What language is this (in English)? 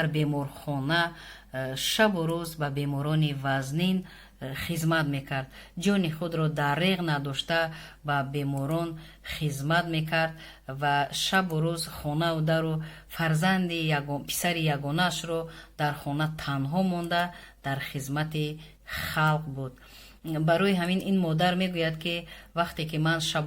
Tajik